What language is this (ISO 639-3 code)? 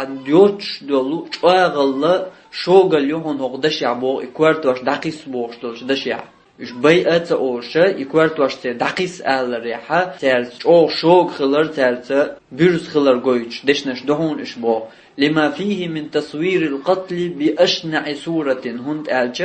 che